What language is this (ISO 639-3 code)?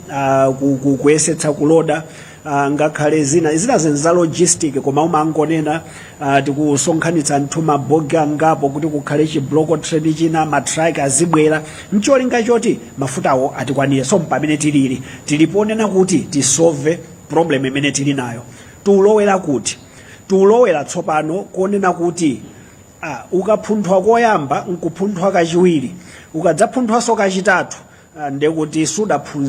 nya